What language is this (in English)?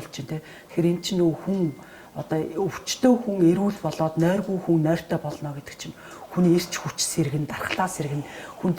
Mongolian